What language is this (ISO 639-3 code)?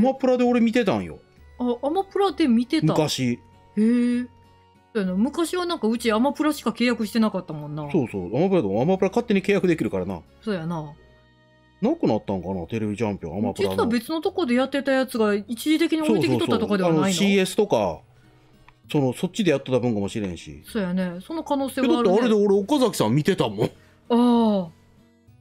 jpn